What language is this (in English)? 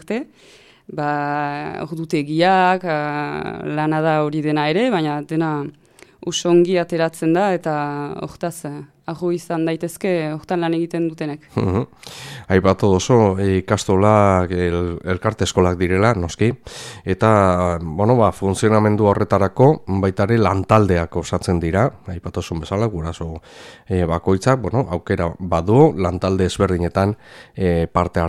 Basque